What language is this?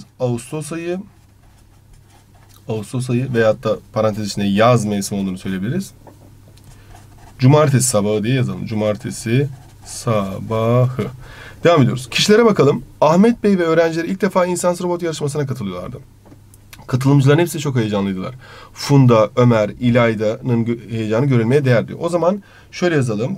Turkish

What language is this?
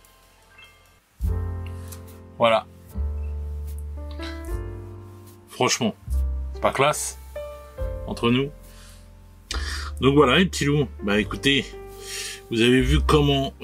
French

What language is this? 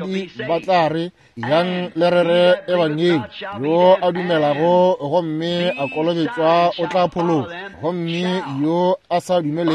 Northern Sotho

